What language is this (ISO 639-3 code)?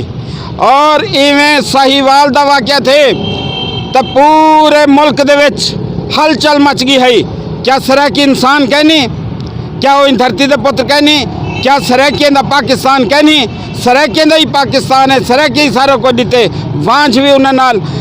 skr